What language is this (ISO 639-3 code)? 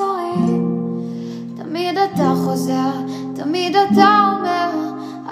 heb